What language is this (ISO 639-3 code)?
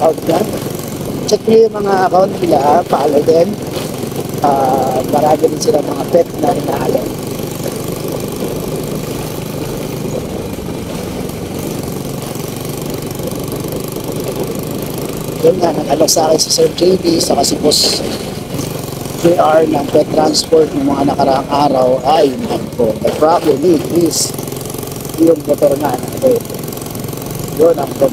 fil